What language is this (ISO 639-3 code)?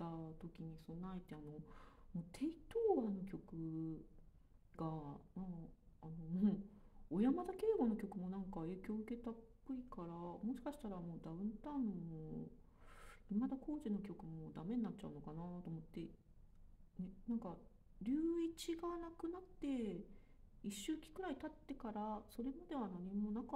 jpn